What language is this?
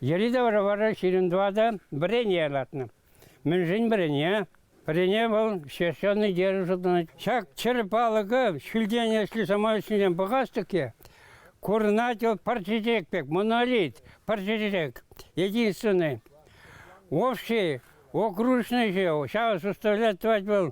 Chuvash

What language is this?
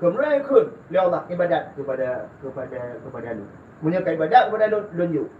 Achinese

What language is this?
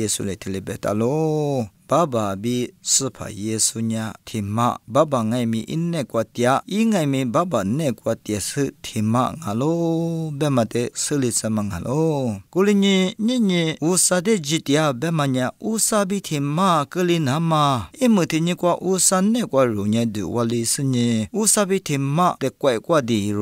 Lisu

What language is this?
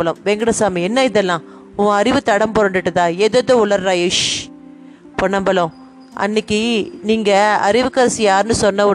Tamil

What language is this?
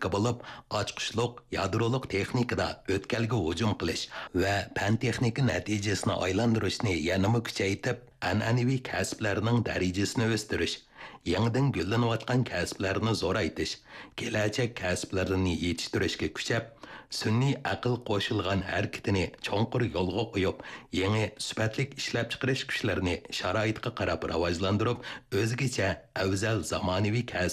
Uyghur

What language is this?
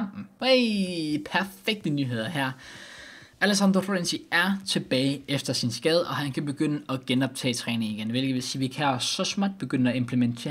Danish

